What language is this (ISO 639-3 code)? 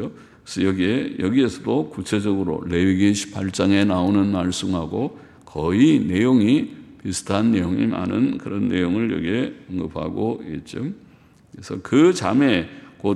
kor